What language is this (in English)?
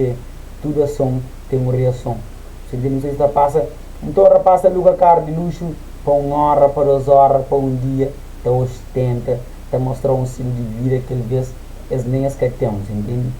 Kabuverdianu